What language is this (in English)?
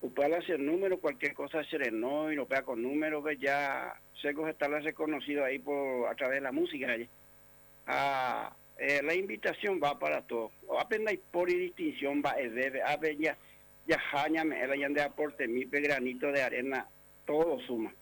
Guarani